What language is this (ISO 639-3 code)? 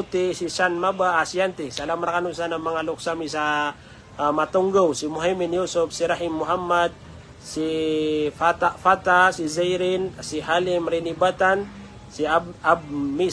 mrw